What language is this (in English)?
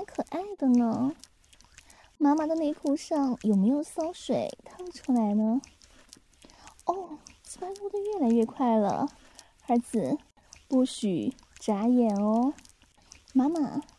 Chinese